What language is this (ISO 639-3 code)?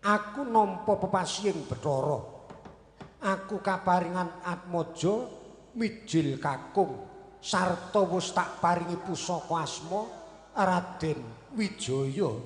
jav